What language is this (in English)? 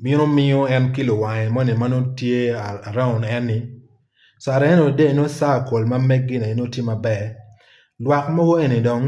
Acoli